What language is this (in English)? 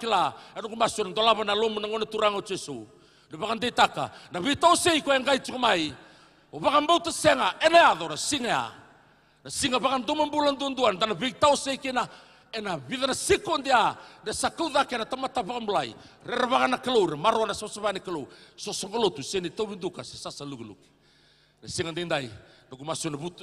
Fijian